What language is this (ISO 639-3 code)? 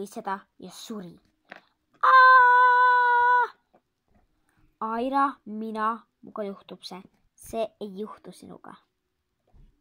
est